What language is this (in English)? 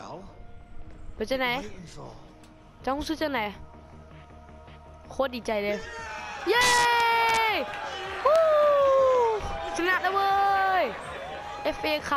Thai